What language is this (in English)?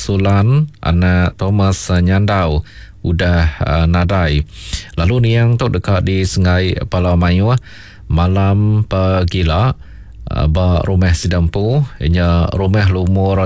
Iban